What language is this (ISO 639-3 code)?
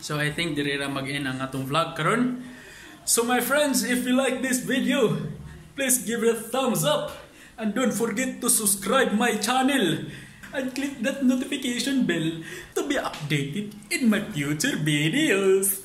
ceb